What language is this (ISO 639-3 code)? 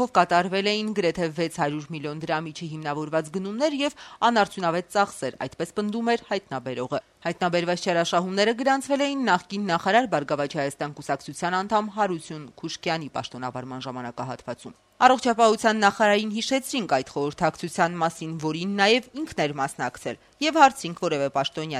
hye